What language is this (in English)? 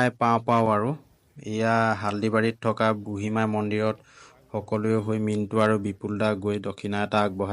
Assamese